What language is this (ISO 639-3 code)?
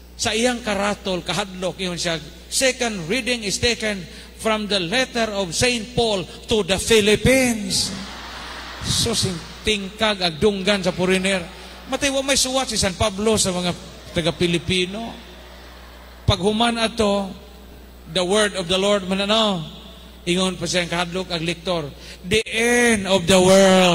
ceb